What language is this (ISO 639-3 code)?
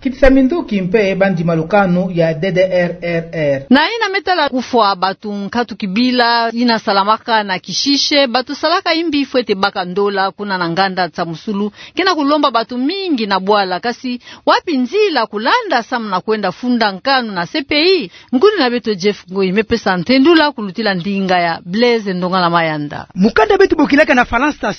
ktu